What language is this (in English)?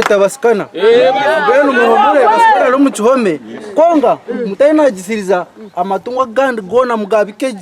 Nyankole